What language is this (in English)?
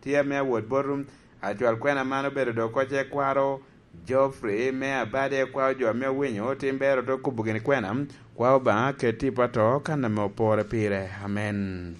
Lango (Uganda)